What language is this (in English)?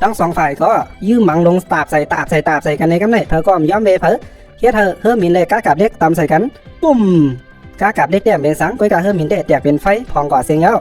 Shan